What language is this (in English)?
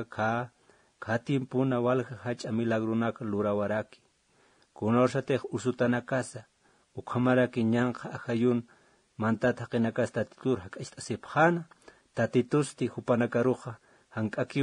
Aymara